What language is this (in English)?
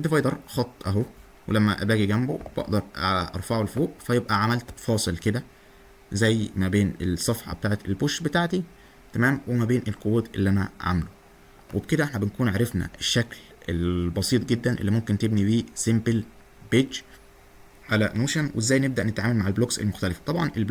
Egyptian Arabic